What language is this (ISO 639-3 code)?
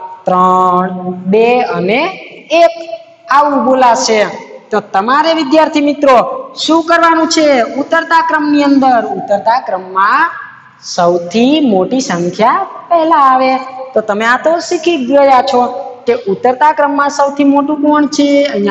guj